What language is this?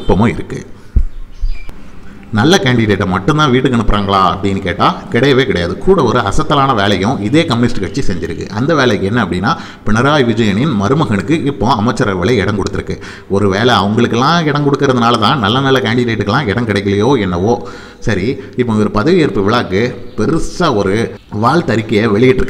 Tamil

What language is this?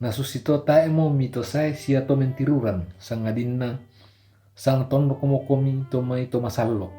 Toraja-Sa'dan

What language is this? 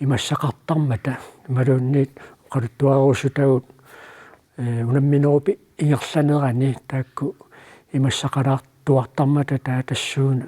Kalaallisut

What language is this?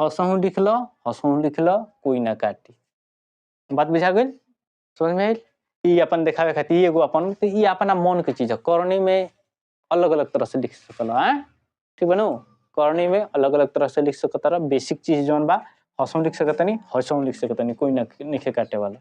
Bhojpuri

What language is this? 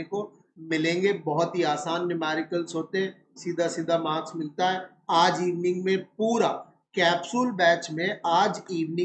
Hindi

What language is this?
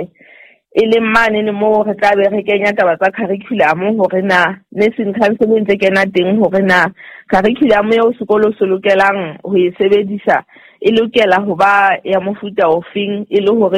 Southern Sotho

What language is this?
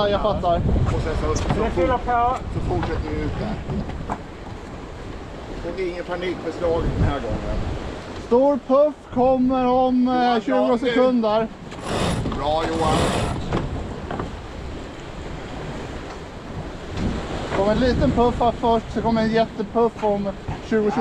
Swedish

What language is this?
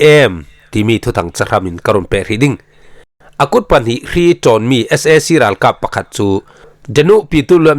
Falam Chin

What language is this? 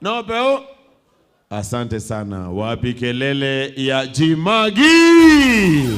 Meru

